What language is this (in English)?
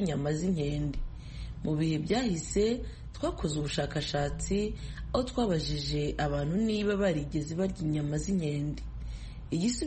Kinyarwanda